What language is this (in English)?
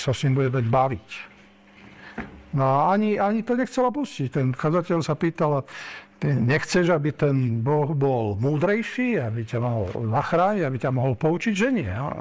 Slovak